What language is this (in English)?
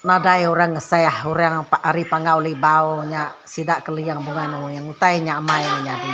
Iban